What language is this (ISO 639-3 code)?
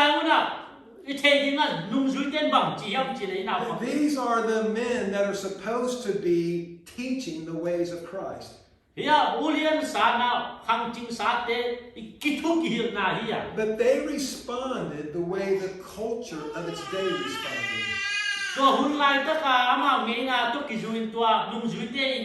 ctd